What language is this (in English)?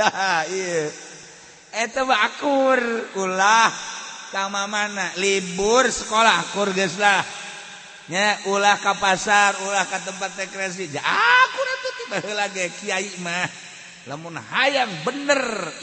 Sundanese